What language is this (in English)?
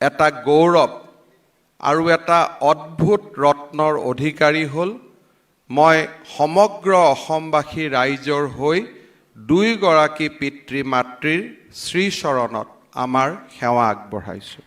Assamese